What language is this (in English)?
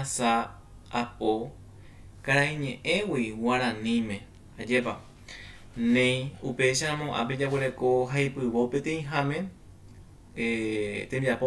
Guarani